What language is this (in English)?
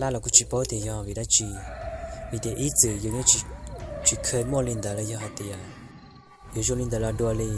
Hmong